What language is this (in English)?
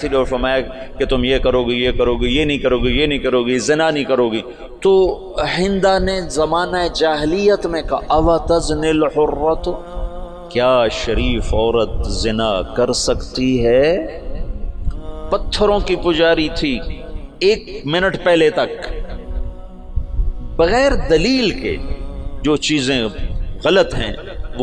Urdu